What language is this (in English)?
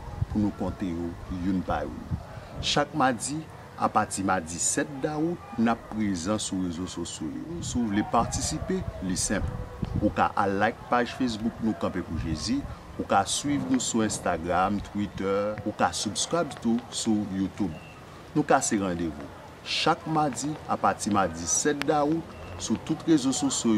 Haitian Creole